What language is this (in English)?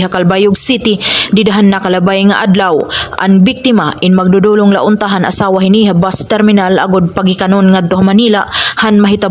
Waray